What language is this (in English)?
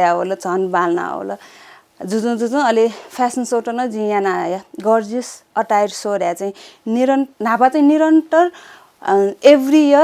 Newari